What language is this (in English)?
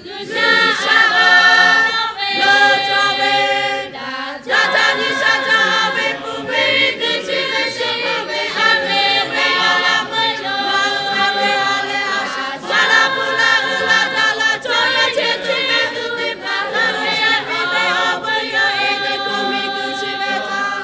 Lahu